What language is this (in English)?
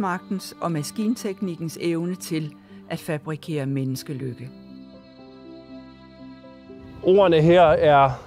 Danish